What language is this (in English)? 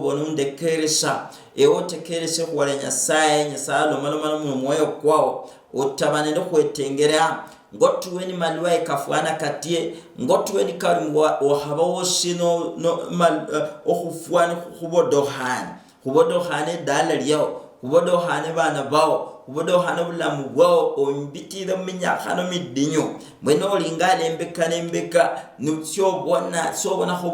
Luyia